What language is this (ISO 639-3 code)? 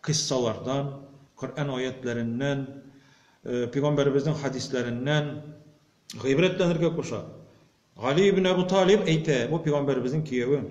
tat